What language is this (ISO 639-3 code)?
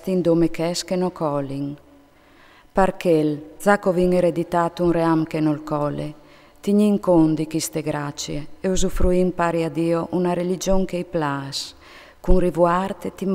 fur